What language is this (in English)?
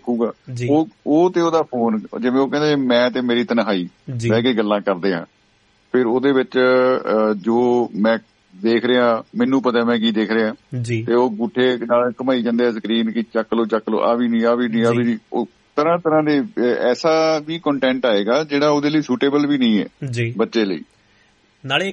Punjabi